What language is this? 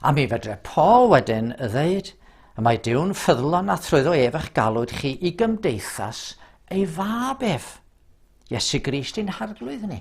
Welsh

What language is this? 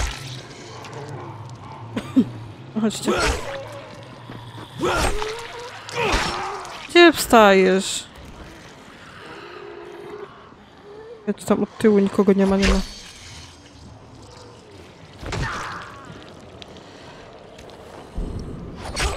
Polish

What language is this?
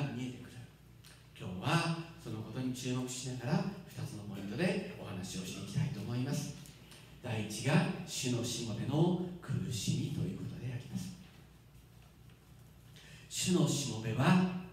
Japanese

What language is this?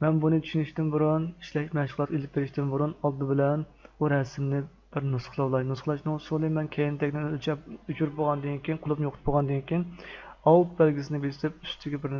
Uyghur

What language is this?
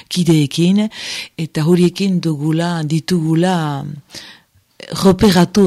Basque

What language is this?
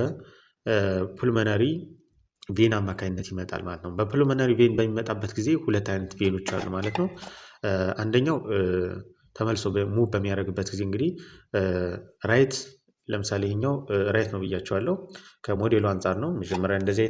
Amharic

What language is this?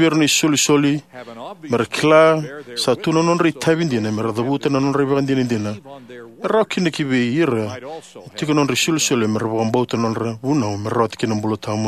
Fijian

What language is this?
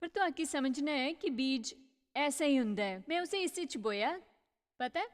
Dogri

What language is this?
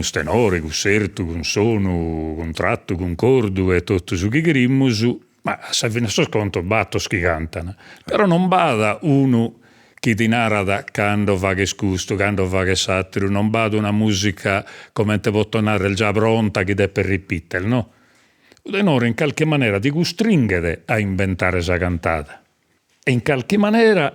Sardinian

